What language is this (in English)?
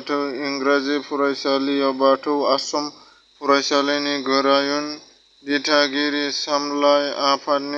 Bodo